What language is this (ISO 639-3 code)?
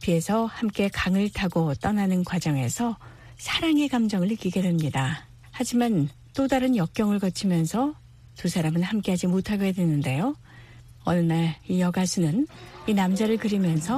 kor